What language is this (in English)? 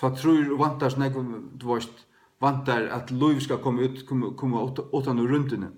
Faroese